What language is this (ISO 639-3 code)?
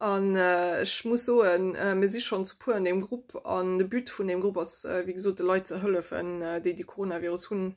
ltz